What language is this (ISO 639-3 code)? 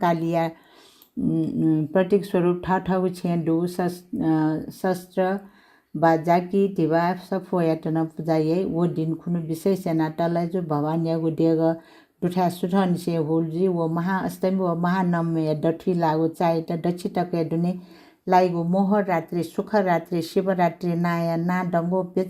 new